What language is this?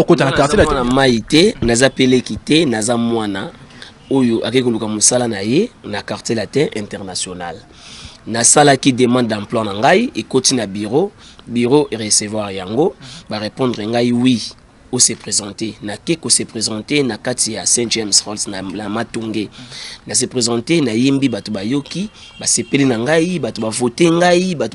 Lingala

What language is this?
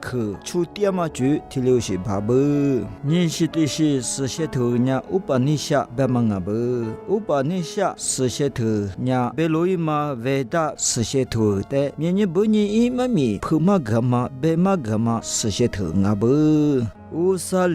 Lisu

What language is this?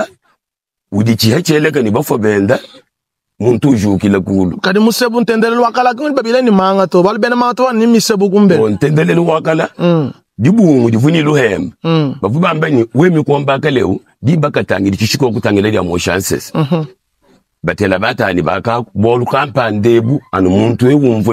Luba-Lulua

